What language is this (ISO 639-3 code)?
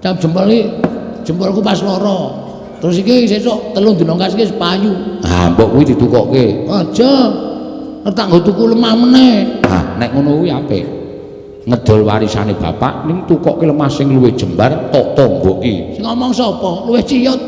jav